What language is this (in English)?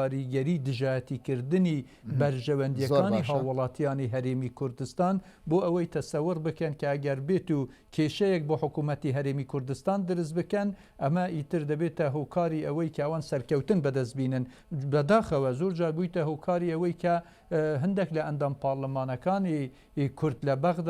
Central Kurdish